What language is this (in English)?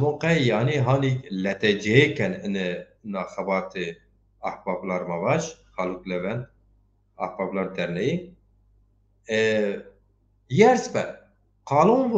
Zaza